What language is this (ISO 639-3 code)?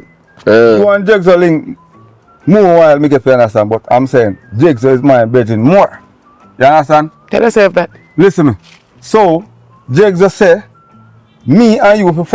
jam